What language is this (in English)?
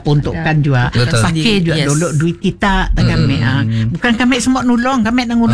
Malay